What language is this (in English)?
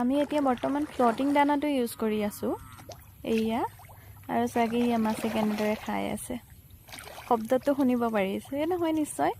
Assamese